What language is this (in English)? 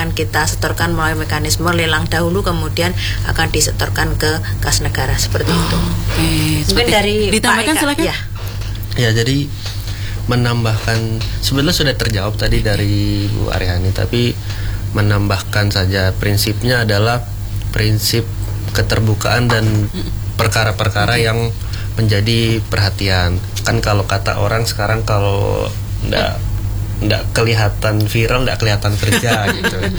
Indonesian